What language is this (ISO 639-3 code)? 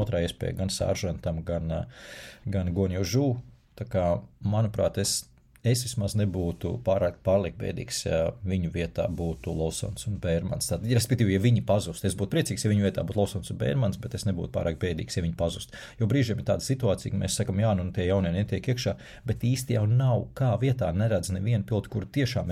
lav